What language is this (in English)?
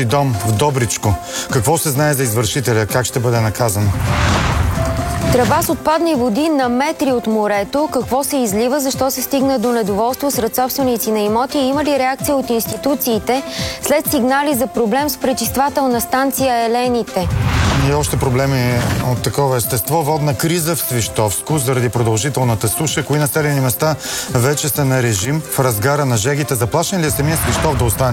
Bulgarian